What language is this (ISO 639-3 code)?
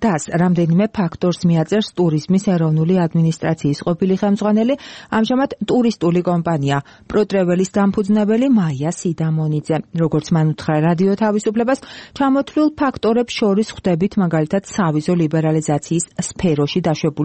kat